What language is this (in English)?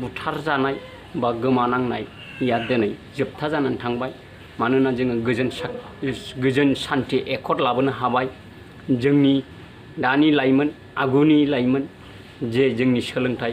Bodo